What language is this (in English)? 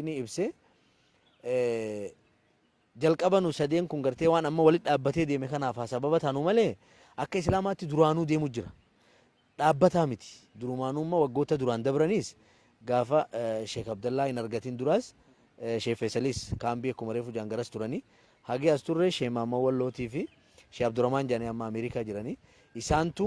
Oromo